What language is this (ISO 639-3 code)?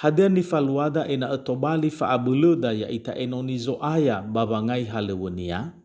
nia